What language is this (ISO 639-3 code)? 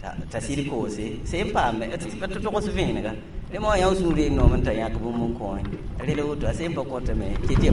mos